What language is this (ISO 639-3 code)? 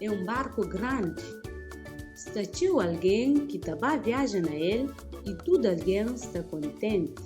kea